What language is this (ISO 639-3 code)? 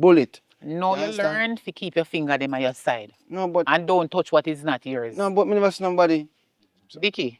jam